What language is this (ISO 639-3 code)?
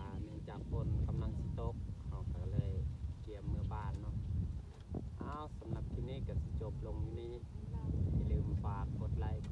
lao